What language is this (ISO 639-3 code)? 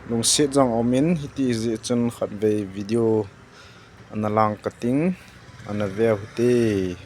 tcz